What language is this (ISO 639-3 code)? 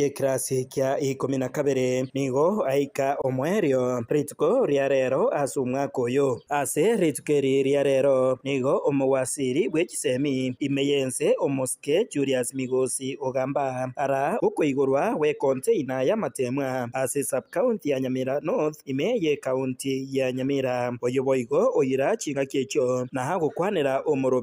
guz